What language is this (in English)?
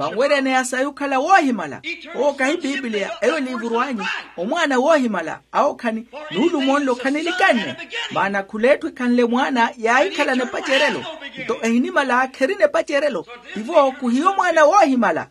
Makhuwa